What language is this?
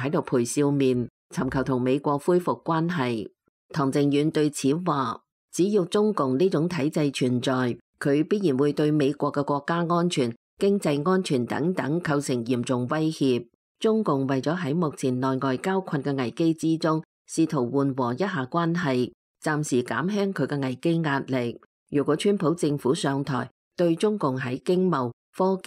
Cantonese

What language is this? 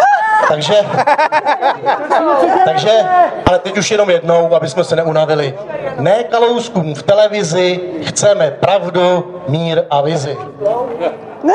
Czech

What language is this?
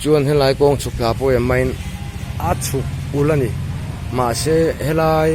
Mizo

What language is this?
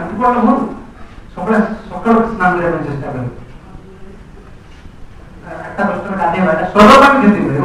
Odia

